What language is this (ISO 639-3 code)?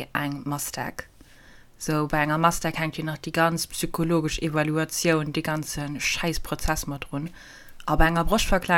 ltz